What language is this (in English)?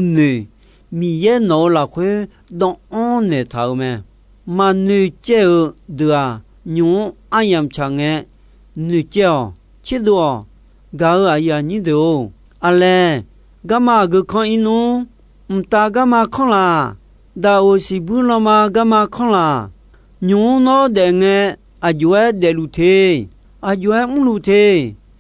Akha